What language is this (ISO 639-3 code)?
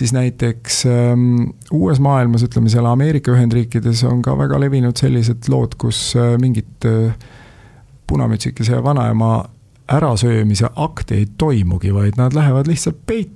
est